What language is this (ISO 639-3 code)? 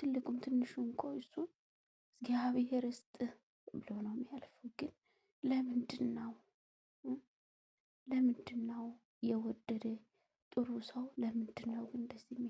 amh